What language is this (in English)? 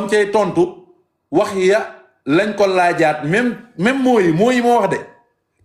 Wolof